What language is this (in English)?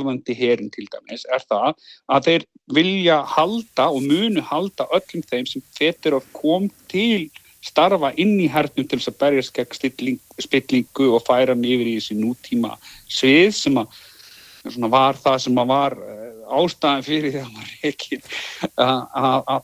Icelandic